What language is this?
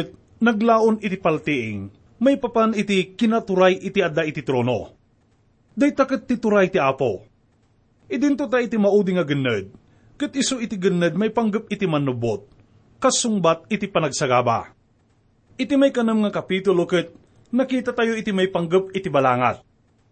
Iloko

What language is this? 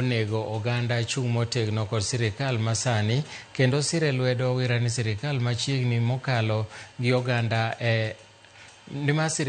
Luo (Kenya and Tanzania)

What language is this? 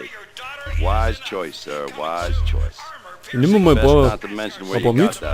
Bavarian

